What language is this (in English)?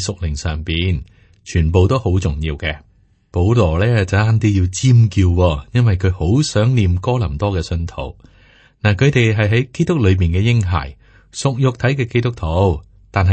Cantonese